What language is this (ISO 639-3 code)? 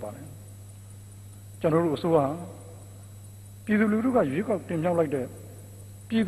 mya